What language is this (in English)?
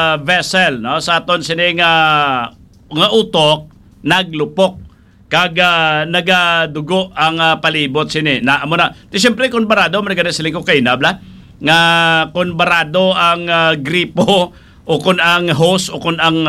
Hiligaynon